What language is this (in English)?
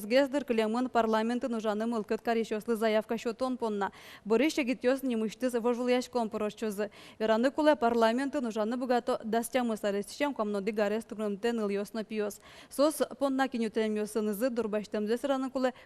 Udmurt